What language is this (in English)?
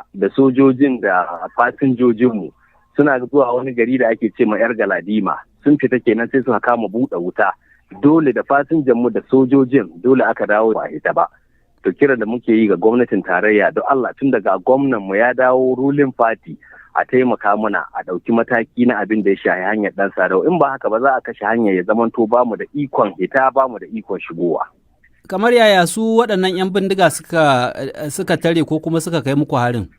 Hausa